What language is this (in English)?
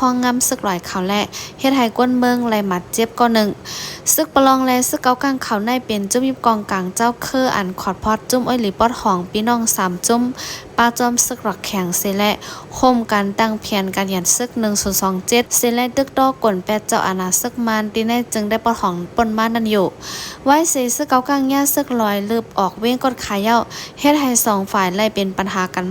Shan